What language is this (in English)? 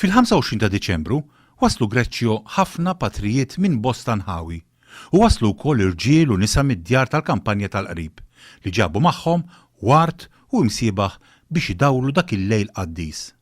Maltese